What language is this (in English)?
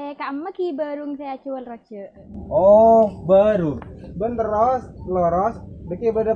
Madurese